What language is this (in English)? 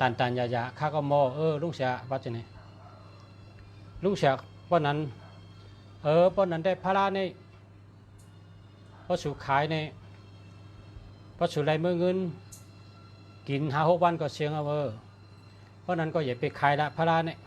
Shan